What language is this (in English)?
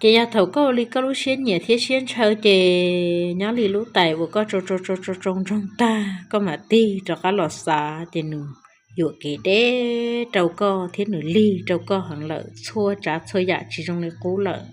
Hmong